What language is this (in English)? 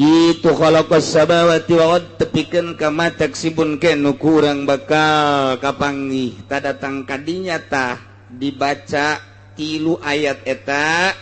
Sundanese